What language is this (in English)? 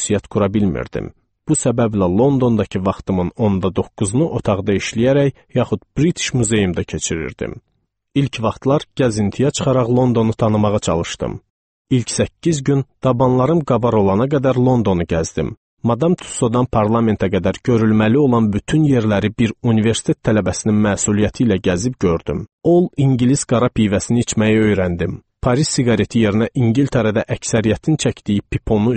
Azerbaijani